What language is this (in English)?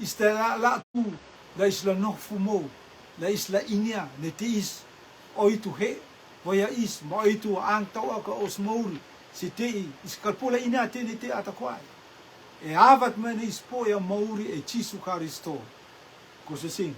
Rotuman